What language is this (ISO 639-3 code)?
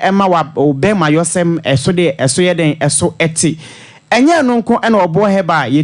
aka